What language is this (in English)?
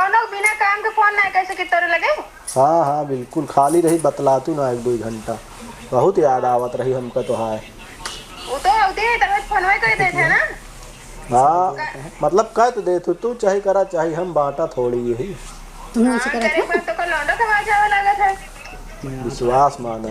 Awadhi